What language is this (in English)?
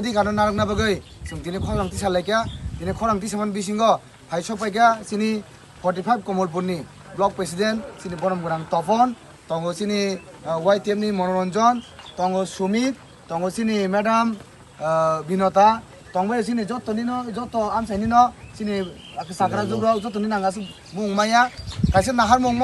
Kok Borok